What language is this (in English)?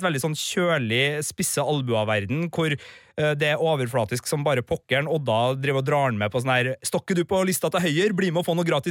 Norwegian